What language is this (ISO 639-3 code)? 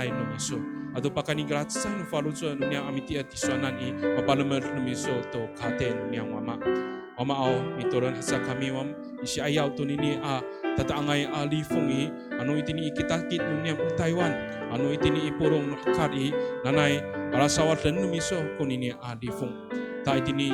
ami